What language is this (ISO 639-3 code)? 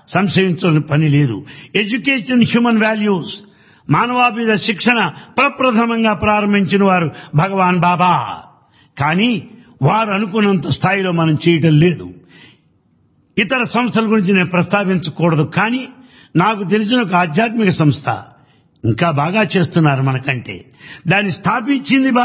tel